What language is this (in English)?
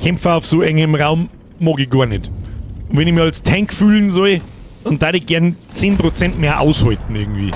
Bavarian